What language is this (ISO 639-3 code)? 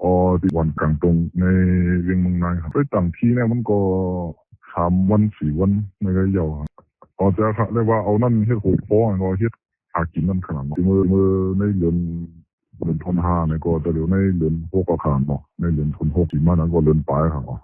shn